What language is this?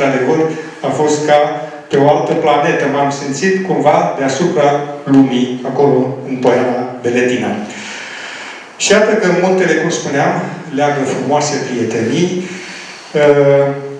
Romanian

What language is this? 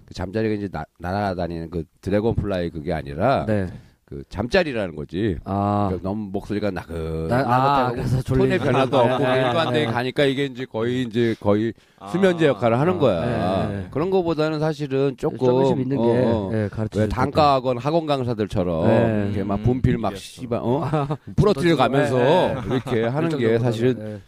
Korean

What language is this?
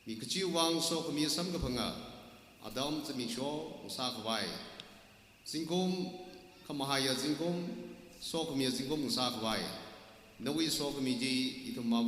Tangkhul Naga (India)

